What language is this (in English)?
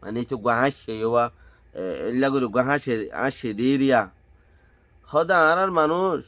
Rohingya